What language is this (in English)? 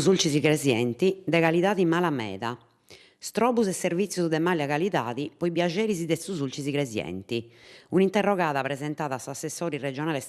Sardinian